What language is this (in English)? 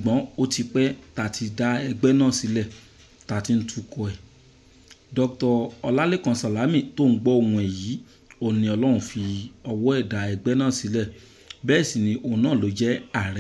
Yoruba